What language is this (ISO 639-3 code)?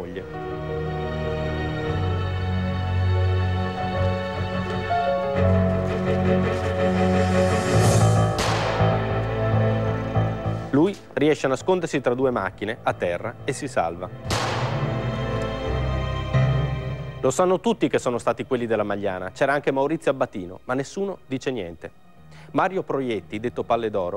ita